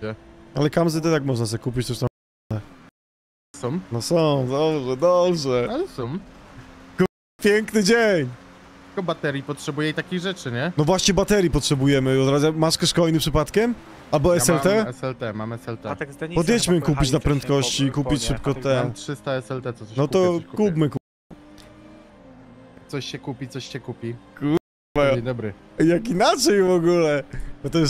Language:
Polish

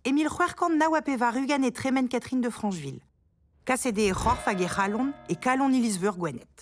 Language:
Breton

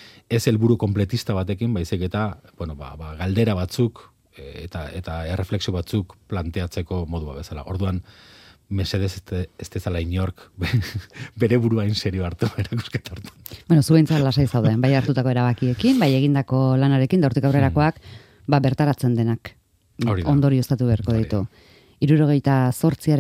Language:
Basque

